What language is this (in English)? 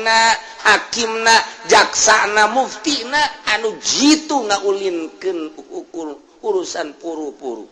Sundanese